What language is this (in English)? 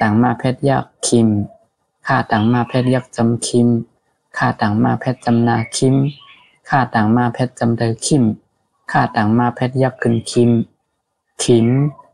Shan